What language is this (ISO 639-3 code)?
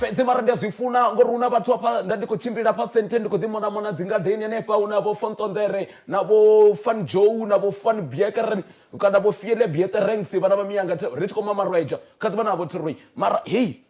ven